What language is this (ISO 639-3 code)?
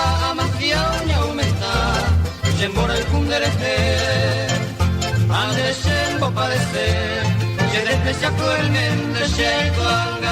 grn